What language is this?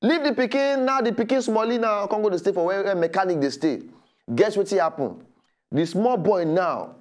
Nigerian Pidgin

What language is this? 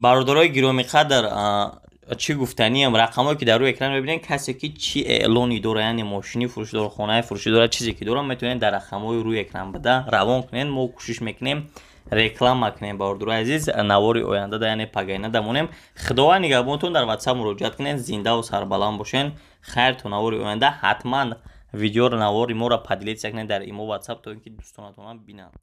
Tajik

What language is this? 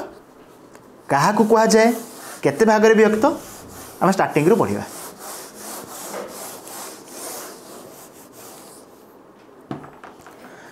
Odia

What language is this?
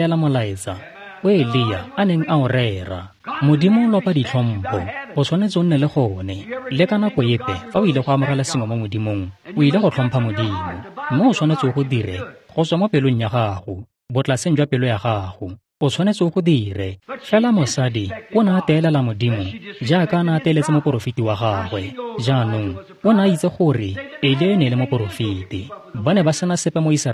Tswana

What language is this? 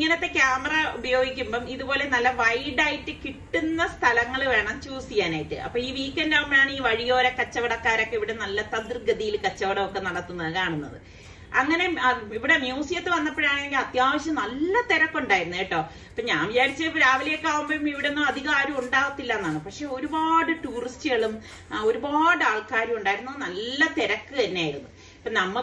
Malayalam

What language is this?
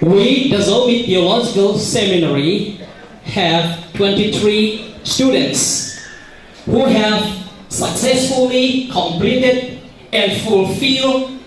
Tedim Chin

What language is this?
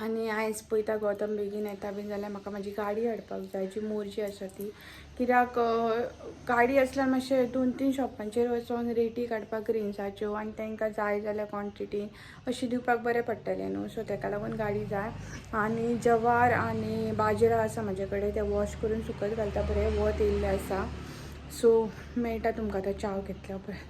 Konkani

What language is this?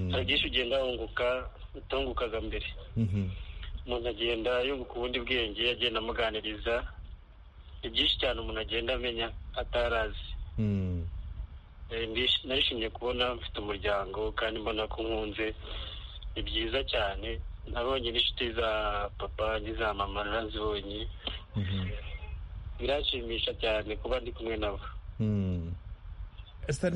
Kinyarwanda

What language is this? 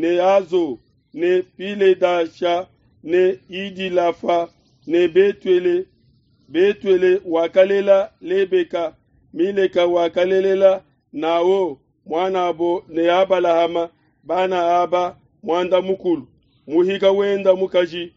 Luba-Lulua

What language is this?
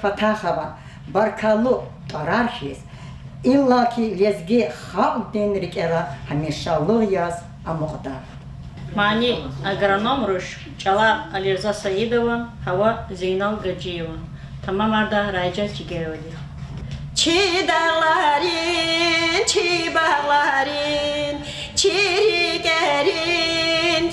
Lezghian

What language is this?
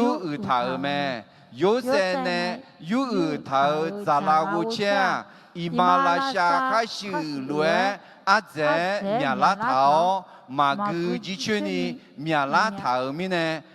Akha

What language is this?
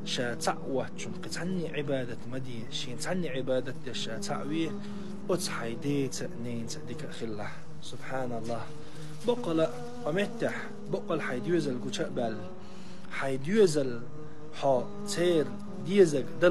Chechen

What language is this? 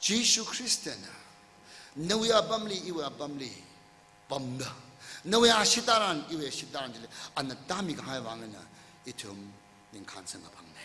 Tangkhul Naga (India)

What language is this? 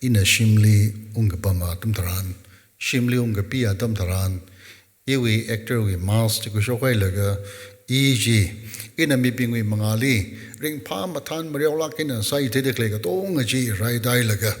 Tangkhul Naga (India)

